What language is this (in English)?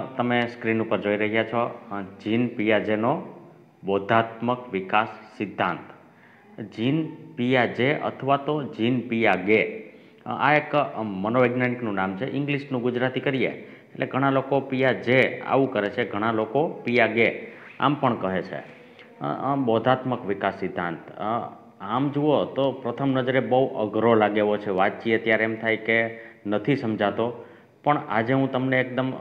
Gujarati